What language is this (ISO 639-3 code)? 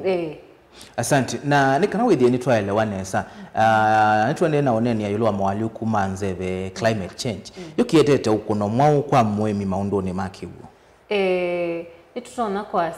kam